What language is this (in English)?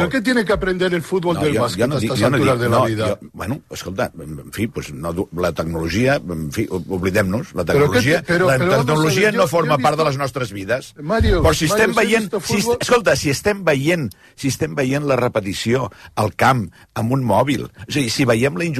Catalan